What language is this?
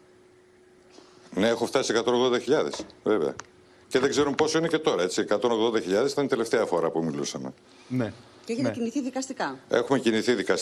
Greek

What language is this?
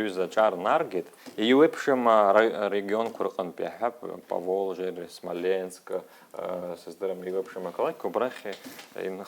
Abkhazian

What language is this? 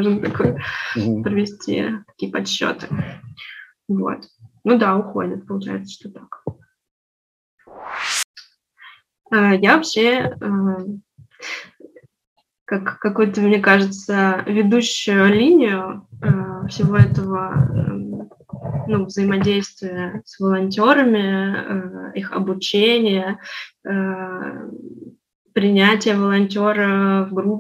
Russian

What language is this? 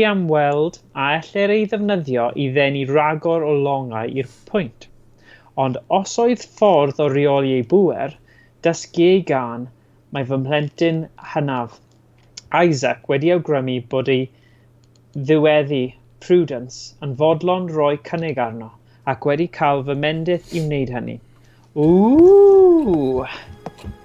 Welsh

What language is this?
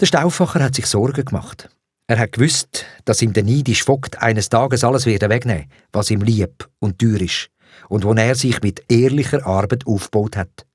Swiss German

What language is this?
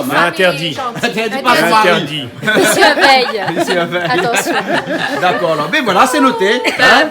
Réunion Creole French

